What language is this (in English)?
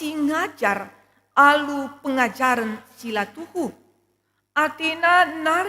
Batak Karo